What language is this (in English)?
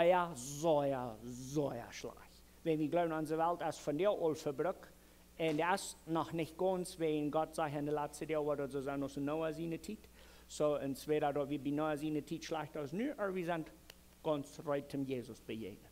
Plautdietsch